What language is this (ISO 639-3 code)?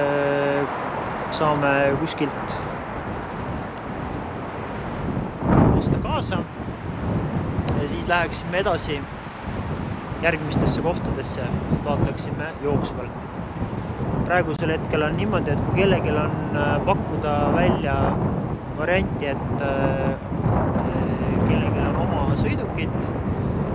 est